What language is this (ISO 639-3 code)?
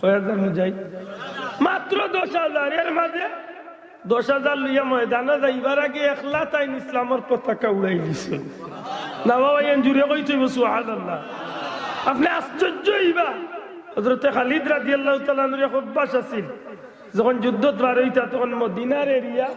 syl